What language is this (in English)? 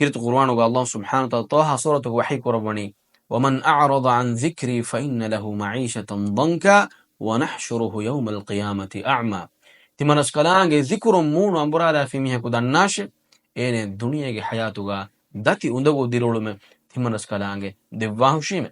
Divehi